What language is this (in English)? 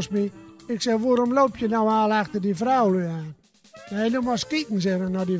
Gronings